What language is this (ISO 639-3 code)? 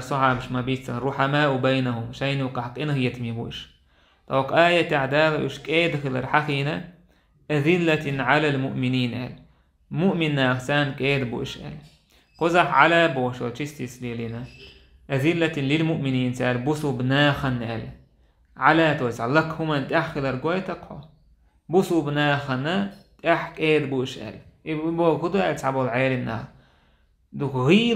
che